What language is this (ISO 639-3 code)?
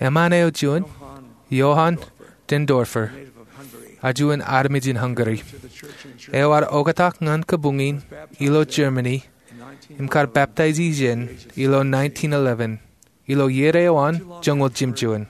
mah